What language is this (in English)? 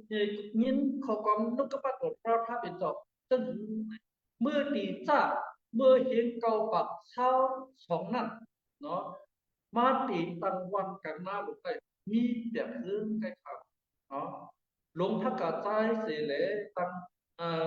Shan